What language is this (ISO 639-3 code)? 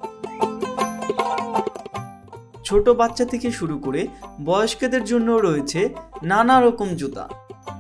ben